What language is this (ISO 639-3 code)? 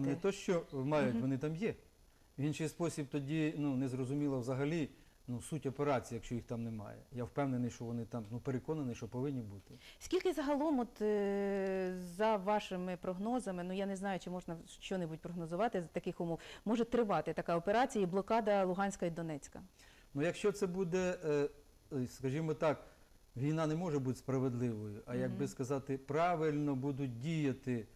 ukr